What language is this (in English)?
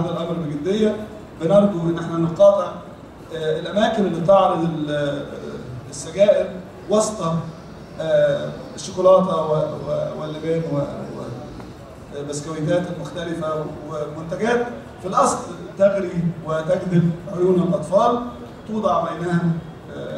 Egyptian Arabic